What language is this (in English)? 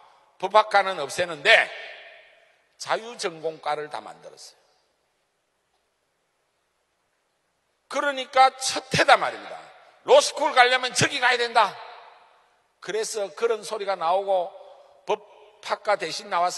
Korean